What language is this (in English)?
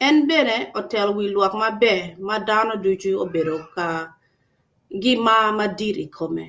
Acoli